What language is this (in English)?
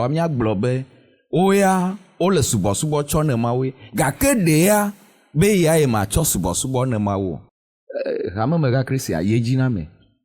Ewe